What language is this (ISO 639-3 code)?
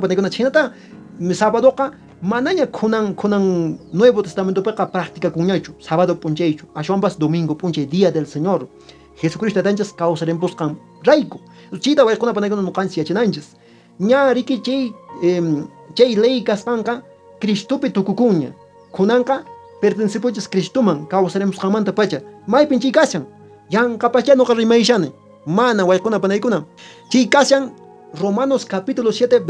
que